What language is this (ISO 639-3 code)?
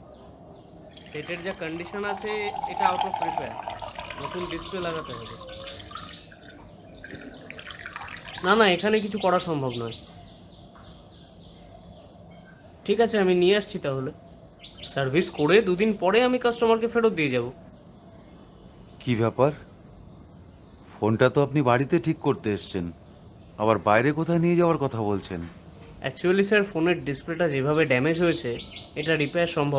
ben